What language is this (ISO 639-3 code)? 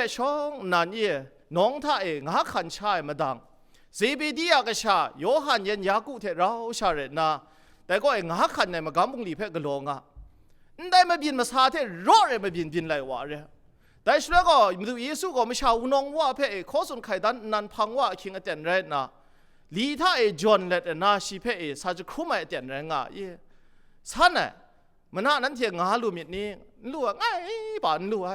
kac